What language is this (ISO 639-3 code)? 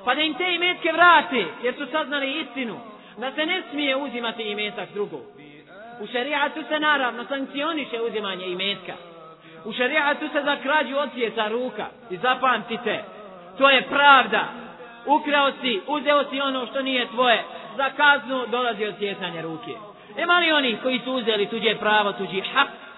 bos